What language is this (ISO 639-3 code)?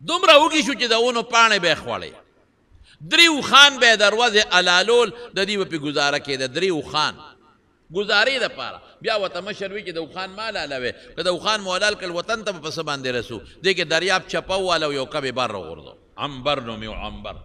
pus